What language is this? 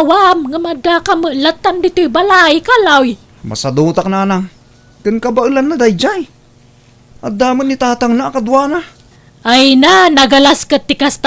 Iloko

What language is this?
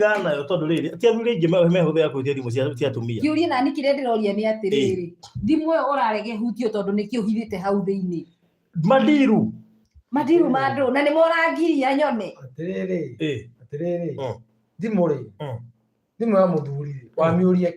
Kikuyu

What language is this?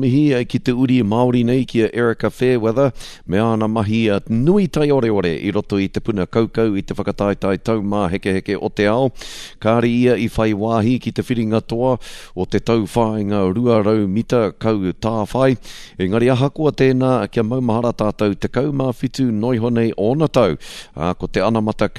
Māori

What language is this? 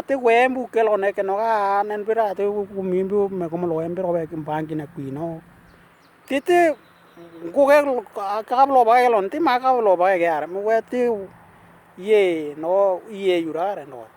Western Dani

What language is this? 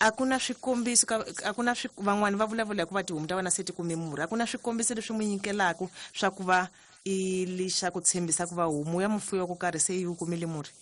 Tsonga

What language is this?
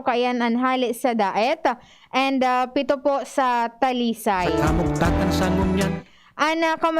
Bikol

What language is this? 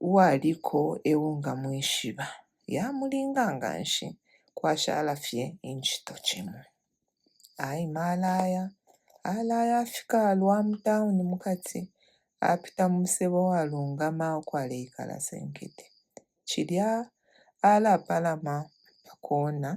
Bemba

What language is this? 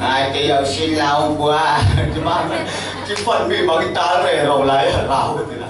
Falam Chin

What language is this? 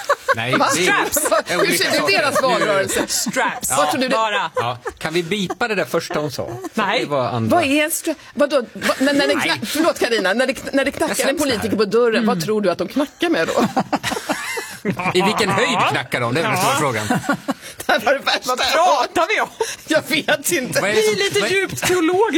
Swedish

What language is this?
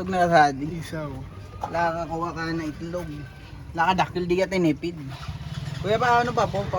Bikol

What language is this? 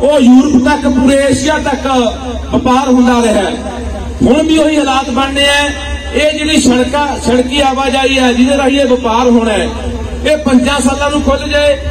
Punjabi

